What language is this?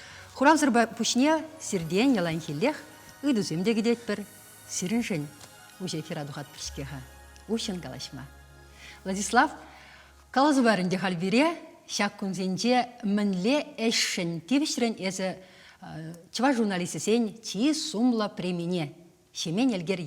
Chuvash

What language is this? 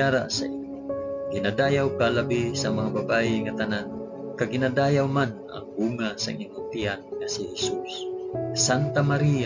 Hiligaynon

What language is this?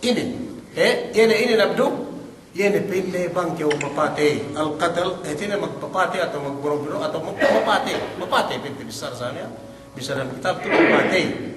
Yakan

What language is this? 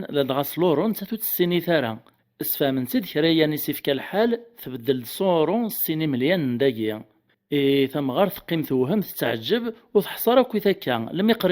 Kabyle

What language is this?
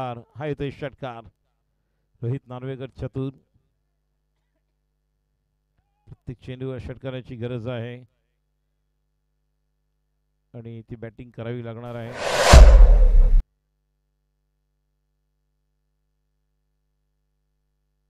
Marathi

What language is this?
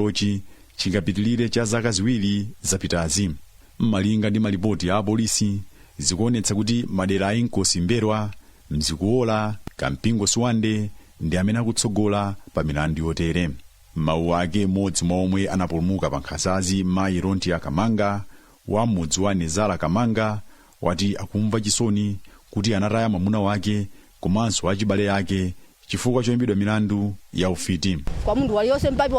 Nyanja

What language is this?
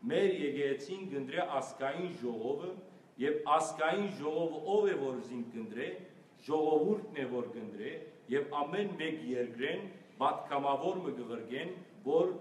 Western Armenian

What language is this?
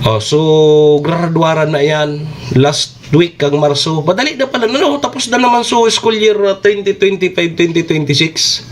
Bikol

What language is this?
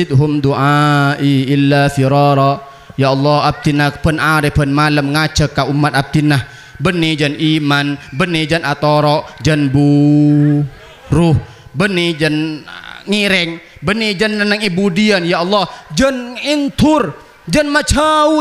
Madurese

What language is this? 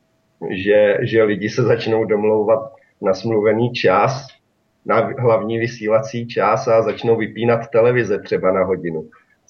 Czech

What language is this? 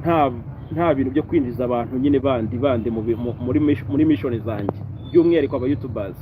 Kinyarwanda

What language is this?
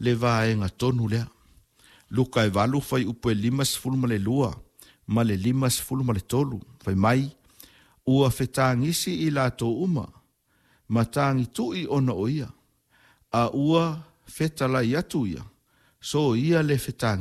Samoan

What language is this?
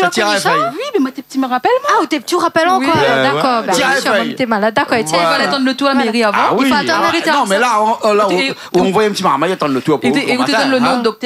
Réunion Creole French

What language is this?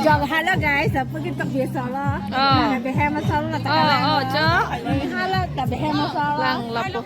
Karbi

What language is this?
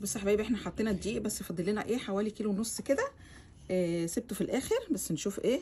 Egyptian Arabic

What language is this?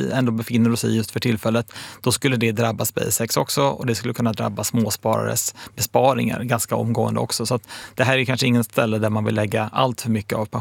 Swedish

